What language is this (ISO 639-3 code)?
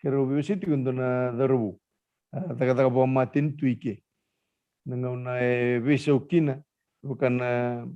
fij